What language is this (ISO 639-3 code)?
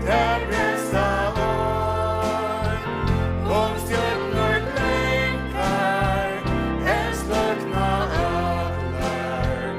fao